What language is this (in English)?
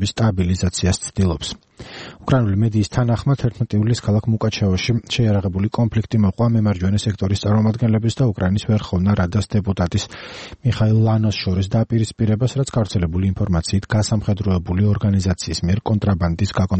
Georgian